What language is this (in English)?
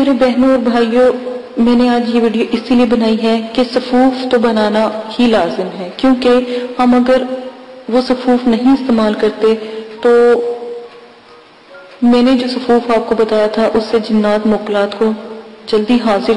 Urdu